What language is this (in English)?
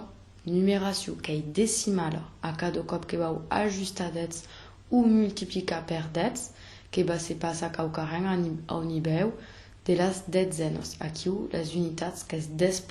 Occitan